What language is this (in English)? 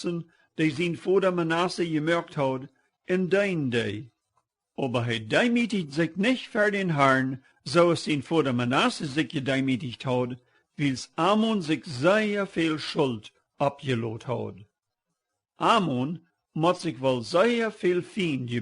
Plautdietsch